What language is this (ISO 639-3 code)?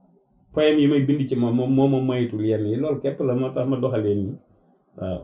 wol